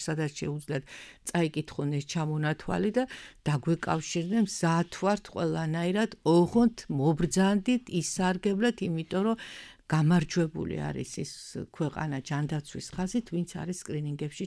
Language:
Georgian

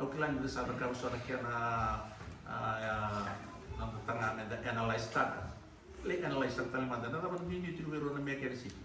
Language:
Fijian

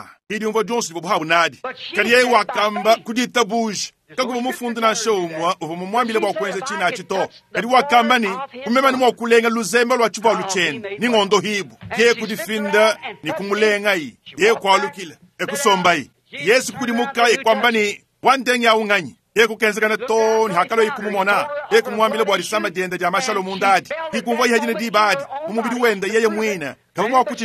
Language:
Luba-Lulua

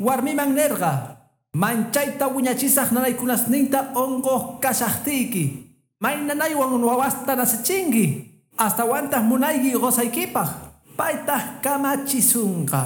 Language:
Quechua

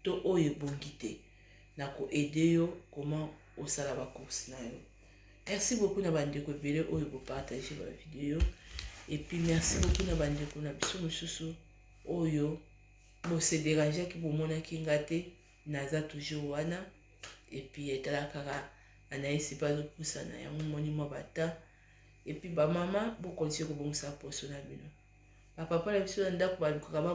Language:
Lingala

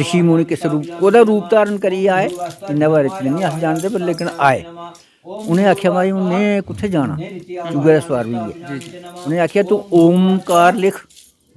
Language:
Dogri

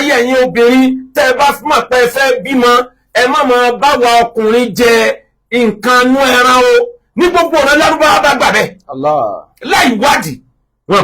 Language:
Yoruba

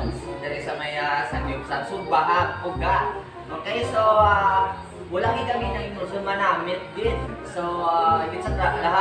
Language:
Hiligaynon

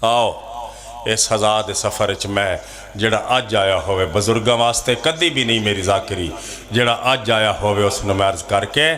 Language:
Pahari-Potwari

